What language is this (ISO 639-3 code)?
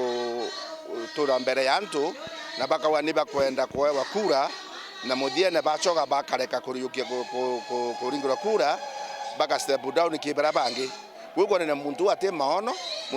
mer